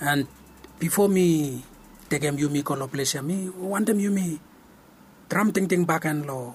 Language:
Bislama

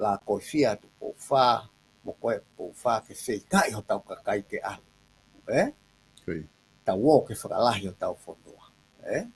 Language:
Tongan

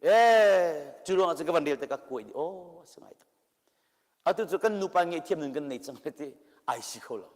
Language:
Hakha Chin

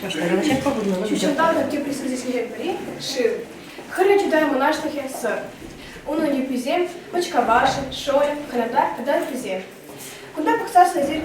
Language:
Chuvash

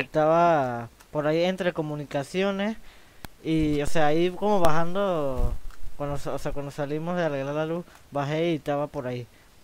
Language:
Spanish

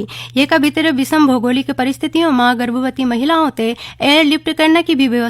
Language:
Garhwali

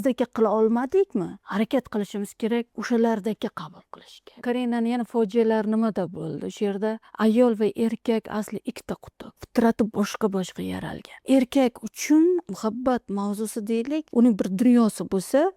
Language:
Uzbek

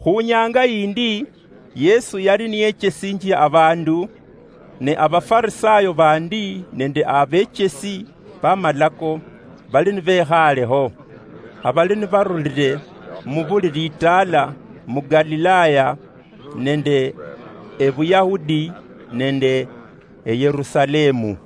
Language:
Luyia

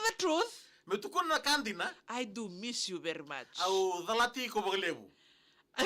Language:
Fijian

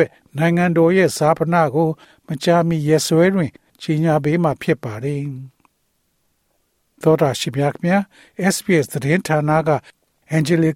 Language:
Burmese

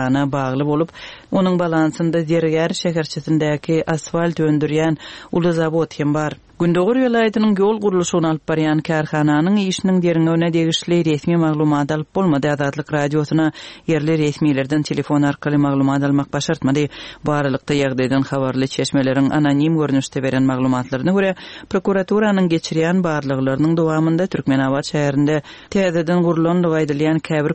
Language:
Turkmen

